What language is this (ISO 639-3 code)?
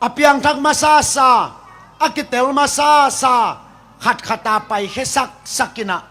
ctd